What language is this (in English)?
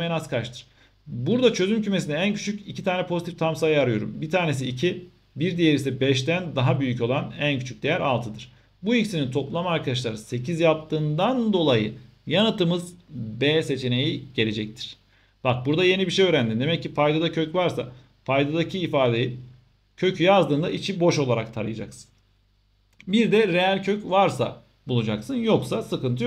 Turkish